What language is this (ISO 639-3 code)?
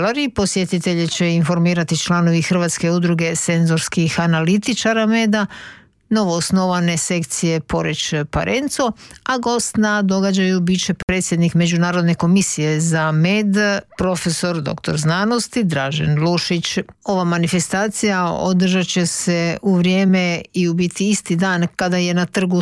hrv